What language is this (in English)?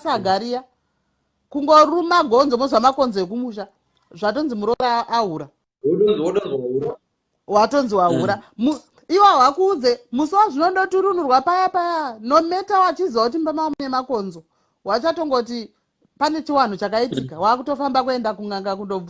Shona